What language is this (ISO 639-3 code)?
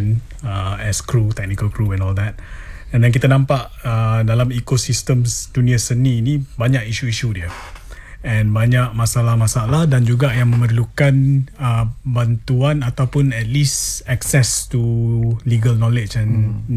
msa